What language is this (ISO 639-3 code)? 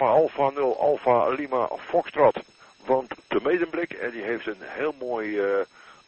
nld